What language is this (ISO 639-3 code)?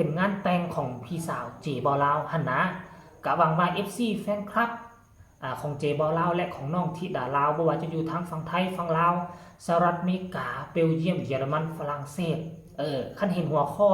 tts